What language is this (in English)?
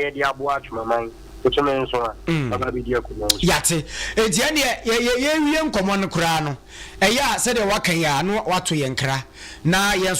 Akan